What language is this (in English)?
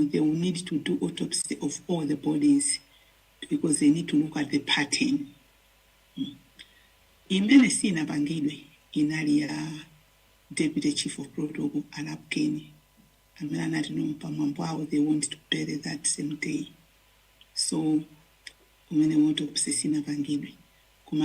Nyanja